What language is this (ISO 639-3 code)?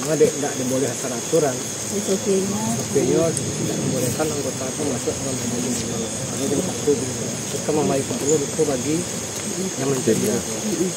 min